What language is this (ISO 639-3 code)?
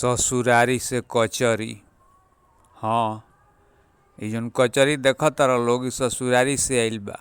bho